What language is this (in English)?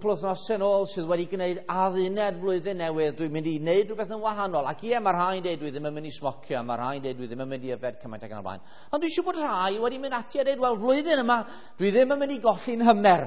Welsh